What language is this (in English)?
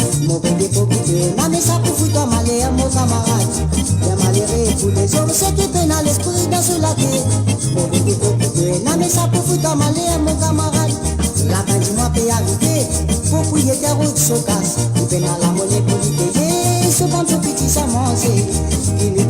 Morisyen